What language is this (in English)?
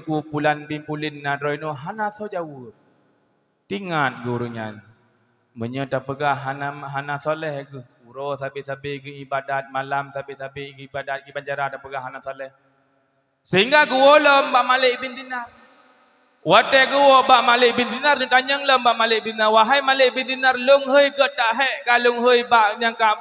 Achinese